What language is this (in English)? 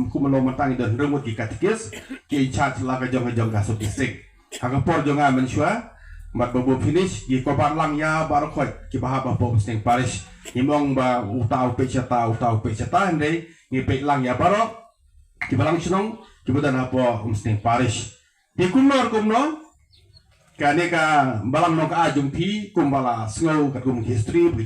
Khasi